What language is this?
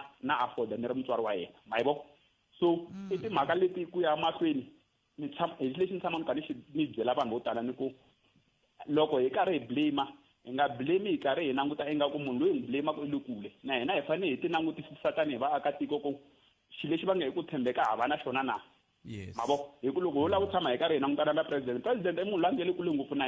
Tsonga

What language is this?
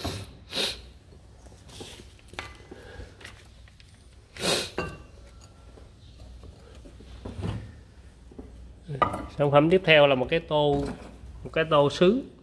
Vietnamese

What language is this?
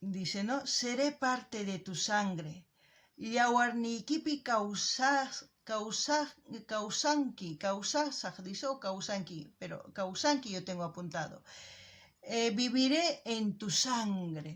South Bolivian Quechua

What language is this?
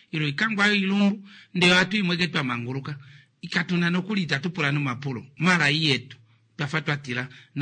Kuanyama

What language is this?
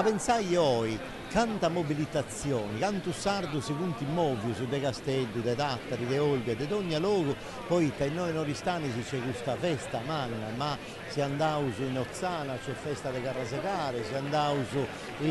Sardinian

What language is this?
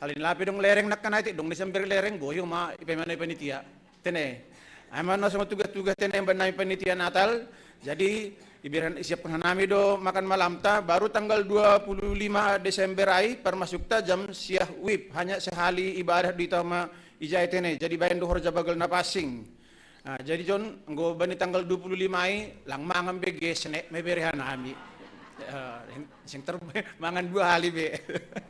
Batak Simalungun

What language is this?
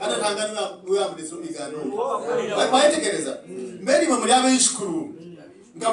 Nyankole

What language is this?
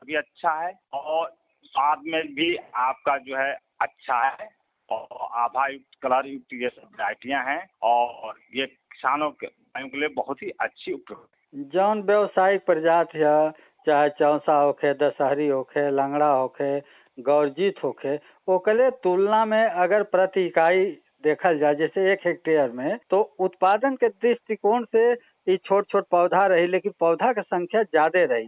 Bhojpuri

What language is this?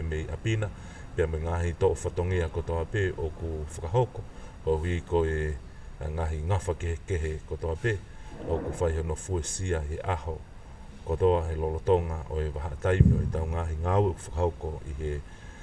Tongan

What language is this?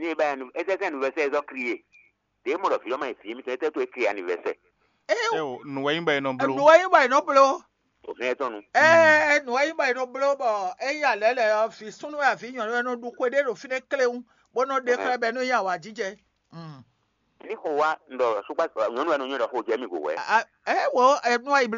Fon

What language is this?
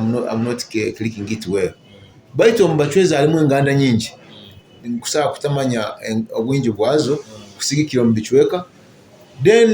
Nyoro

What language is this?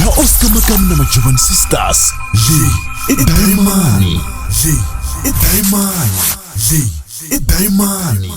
Tsonga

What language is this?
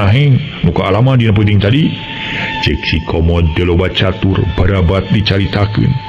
Sundanese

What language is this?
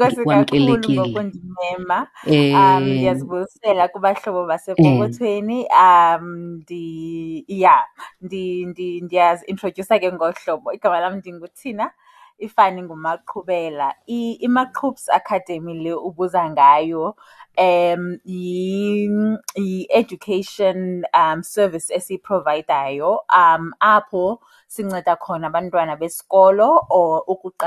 Xhosa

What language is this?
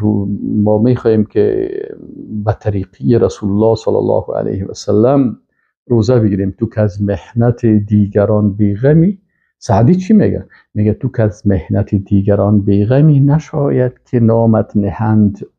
Persian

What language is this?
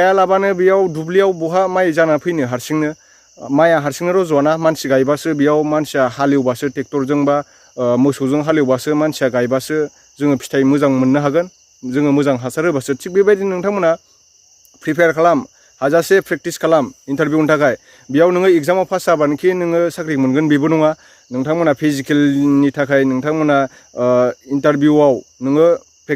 Bodo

